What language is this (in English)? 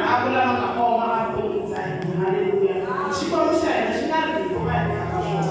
Tsonga